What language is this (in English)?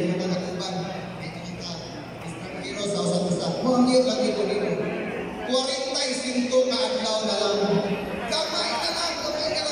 Cebuano